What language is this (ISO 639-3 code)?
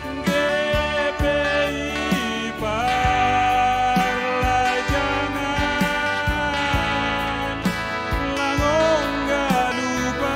bts